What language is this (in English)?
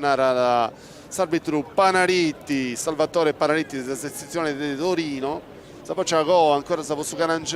Sardinian